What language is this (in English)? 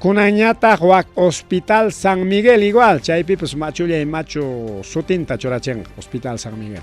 Ayacucho Quechua